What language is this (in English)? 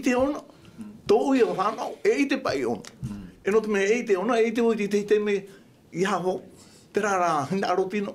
Tahitian